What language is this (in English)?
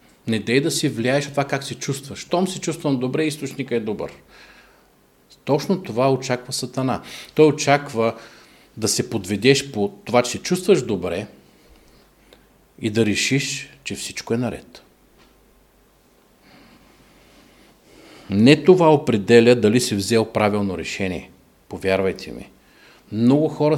Bulgarian